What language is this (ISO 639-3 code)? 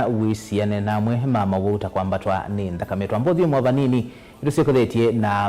kam